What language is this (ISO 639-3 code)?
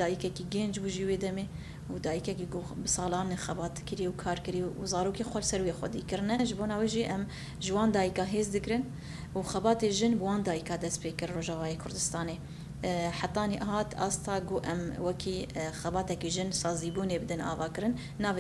kur